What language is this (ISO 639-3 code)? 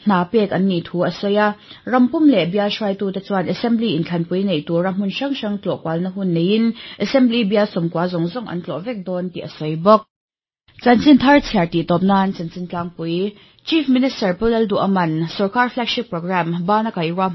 lus